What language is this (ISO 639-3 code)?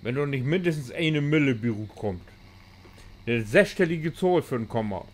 nds